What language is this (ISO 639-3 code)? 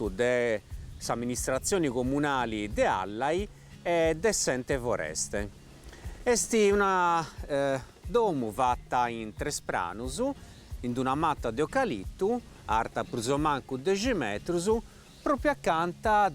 srd